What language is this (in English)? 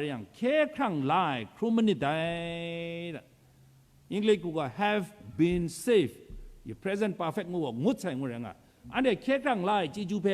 Kachin